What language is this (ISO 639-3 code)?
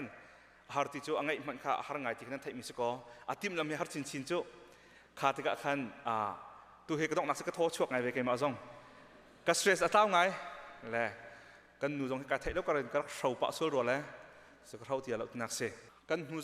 cnh